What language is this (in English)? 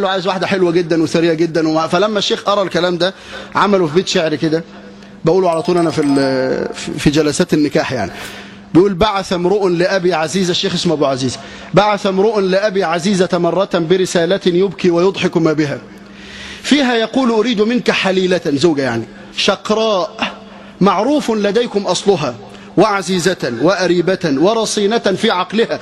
Egyptian Arabic